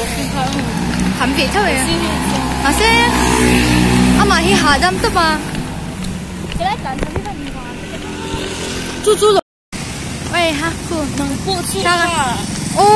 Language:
Vietnamese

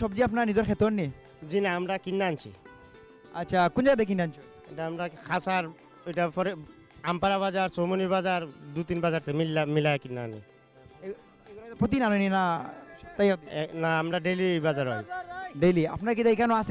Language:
Sylheti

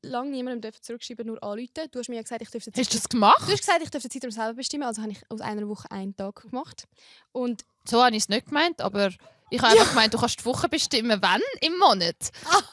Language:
Swiss German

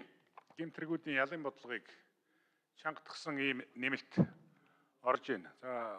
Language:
Mongolian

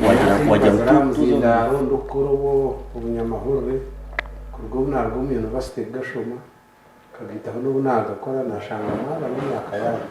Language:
Nyankole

